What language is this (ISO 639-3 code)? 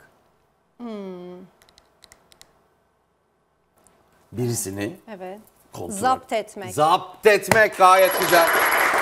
tur